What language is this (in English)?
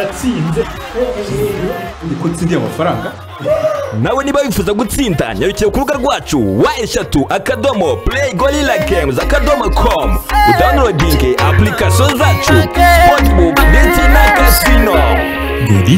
Kinyarwanda